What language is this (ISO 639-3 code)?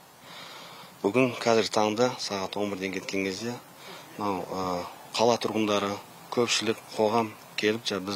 kaz